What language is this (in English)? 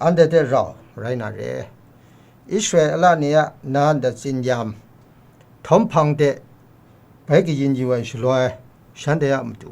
Kachin